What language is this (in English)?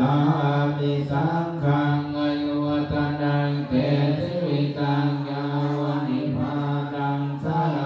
Pali